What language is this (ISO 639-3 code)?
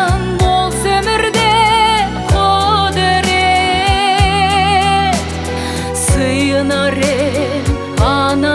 kaz